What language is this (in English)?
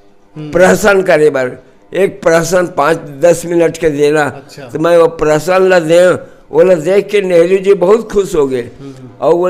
Chhattisgarhi